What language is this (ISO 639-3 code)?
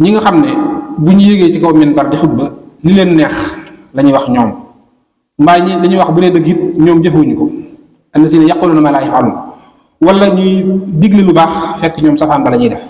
wol